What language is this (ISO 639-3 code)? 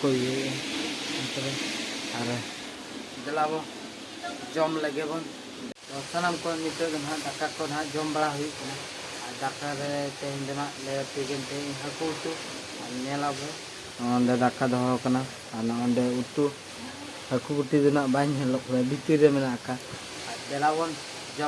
sat